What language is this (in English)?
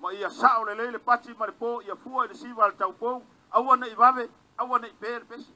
Samoan